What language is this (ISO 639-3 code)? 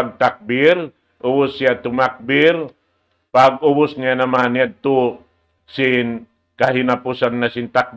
tsg